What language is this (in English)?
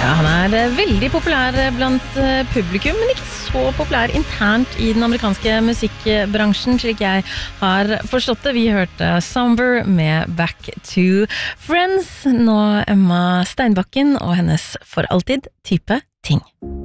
Norwegian